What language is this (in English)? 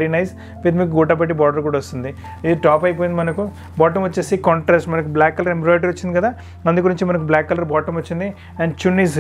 Telugu